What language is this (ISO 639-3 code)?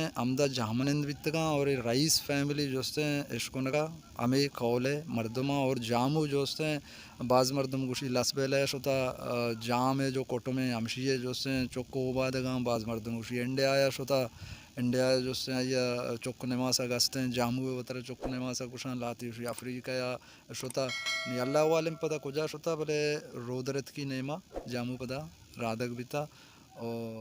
bal